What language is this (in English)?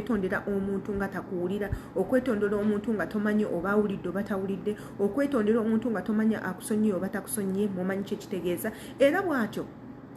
Ganda